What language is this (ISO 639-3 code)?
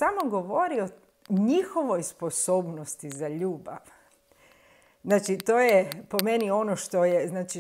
hrv